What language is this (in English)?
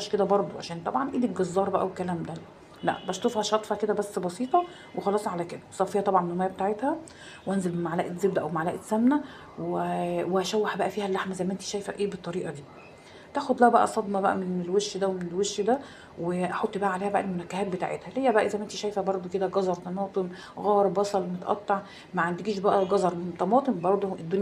Egyptian Arabic